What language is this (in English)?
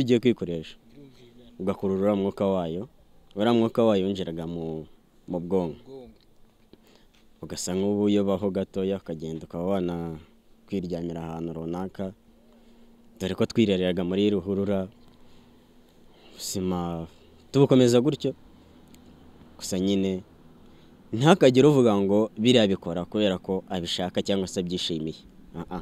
Kinyarwanda